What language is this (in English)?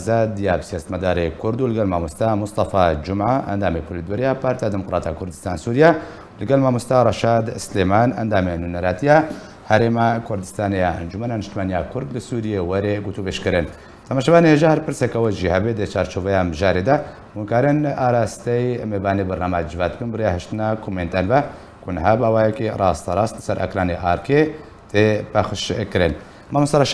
Kurdish